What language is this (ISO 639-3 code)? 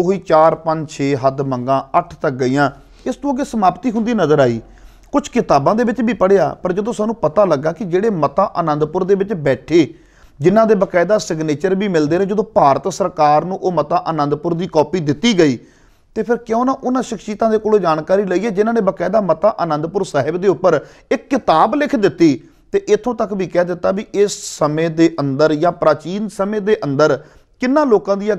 pan